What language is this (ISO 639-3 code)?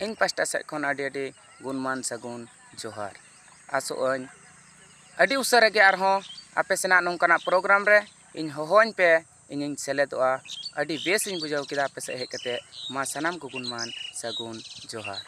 sat